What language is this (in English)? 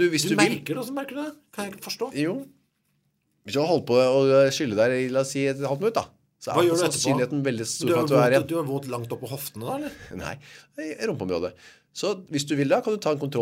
Norwegian